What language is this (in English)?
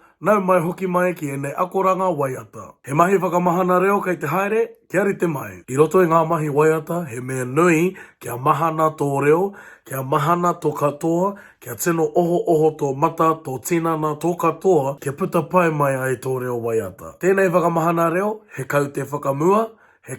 Māori